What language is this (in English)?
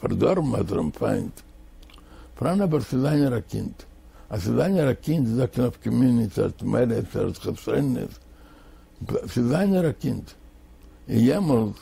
Yiddish